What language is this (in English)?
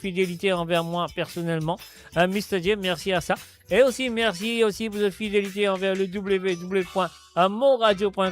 Morisyen